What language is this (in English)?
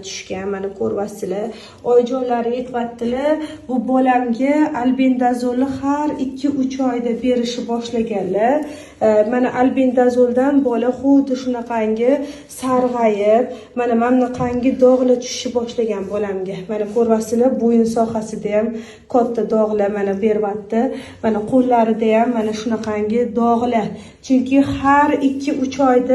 Uzbek